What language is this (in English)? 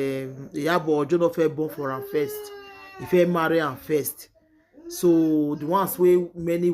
Nigerian Pidgin